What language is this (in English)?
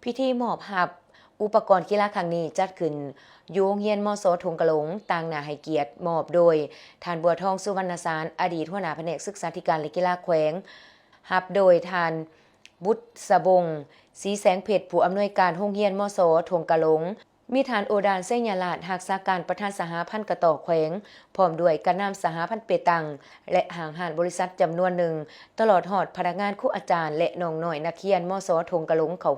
Lao